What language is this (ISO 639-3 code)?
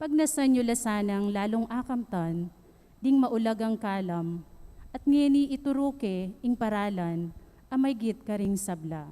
pam